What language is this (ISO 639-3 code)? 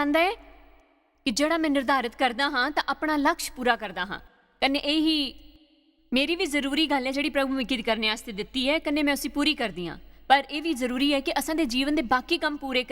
doi